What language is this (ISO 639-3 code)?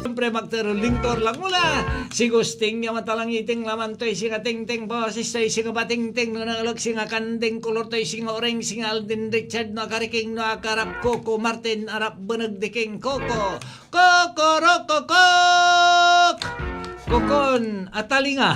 pag